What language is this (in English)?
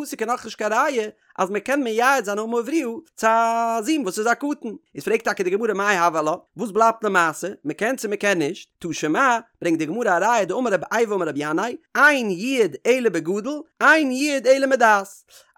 Yiddish